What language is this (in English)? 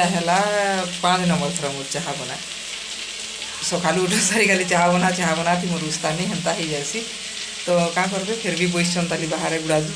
Sambalpuri